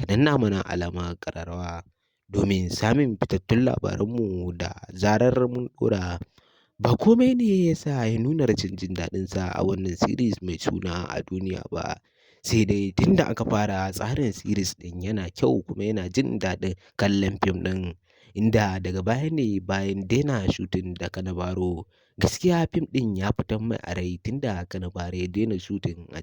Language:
Hausa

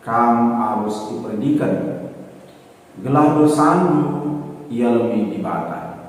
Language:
Batak Karo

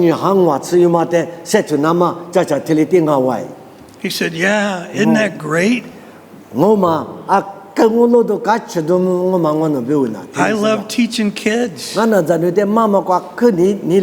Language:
Lisu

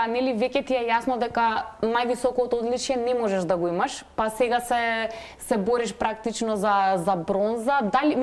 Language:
Macedonian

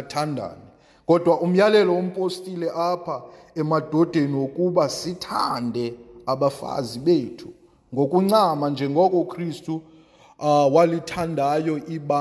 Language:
Xhosa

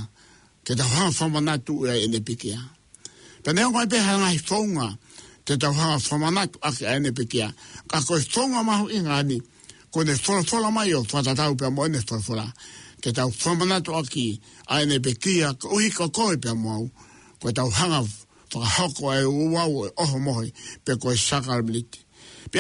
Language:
Tongan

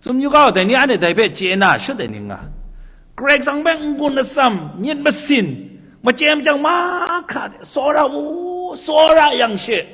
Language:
Kachin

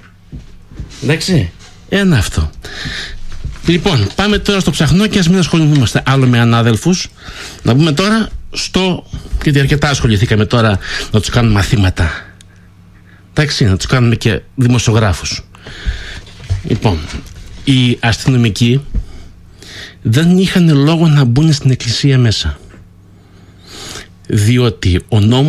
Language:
Greek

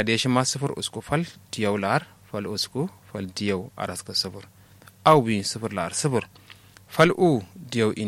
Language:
Kanuri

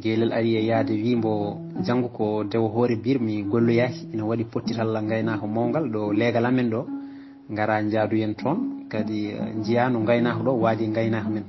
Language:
Fula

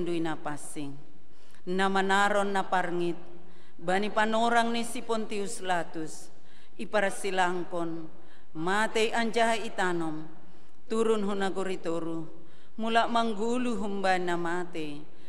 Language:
Batak Simalungun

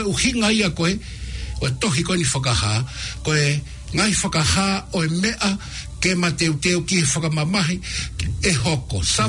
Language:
Tongan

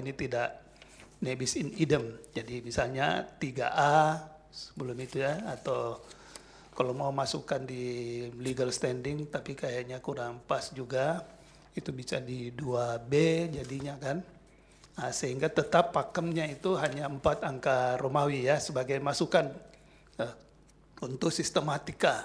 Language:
Indonesian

